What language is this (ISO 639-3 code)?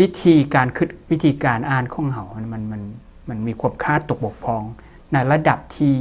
lao